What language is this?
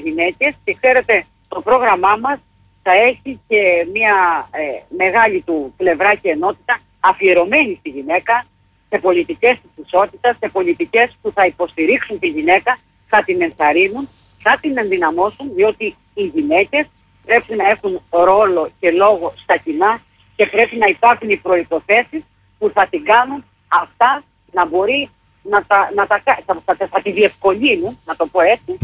Greek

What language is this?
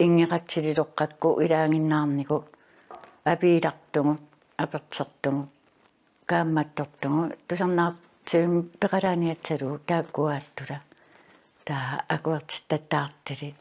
Kalaallisut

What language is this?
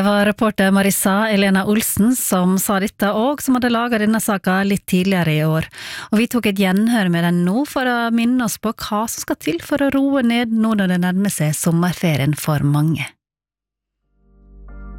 Norwegian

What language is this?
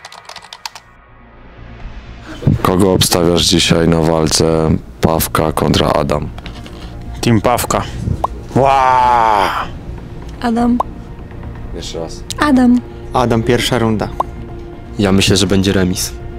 Polish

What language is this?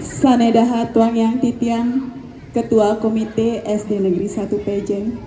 Balinese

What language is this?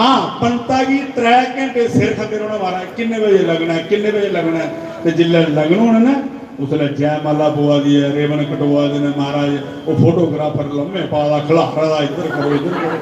Dogri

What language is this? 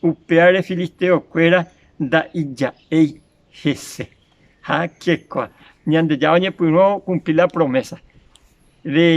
Guarani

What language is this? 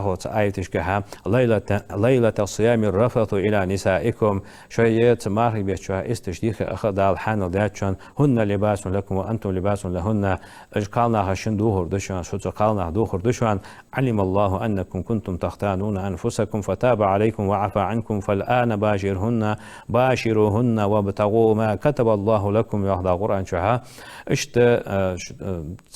Ingush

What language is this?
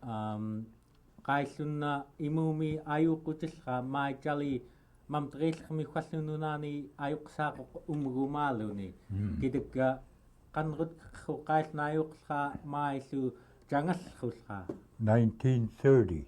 Central Yupik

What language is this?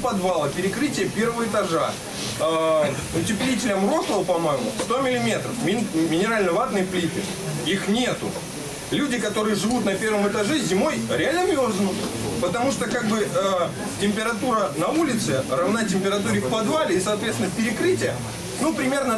Russian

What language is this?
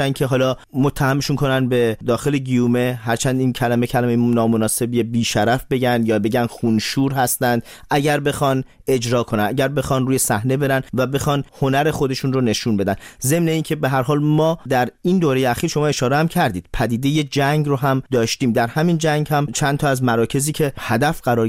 Persian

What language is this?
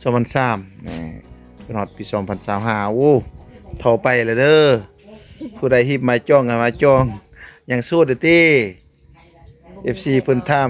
Lao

